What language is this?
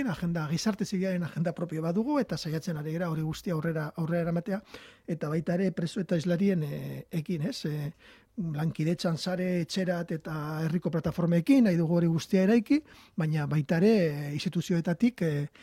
Basque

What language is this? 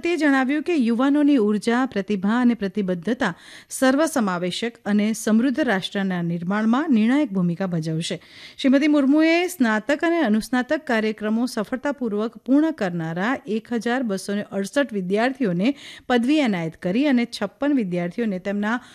Gujarati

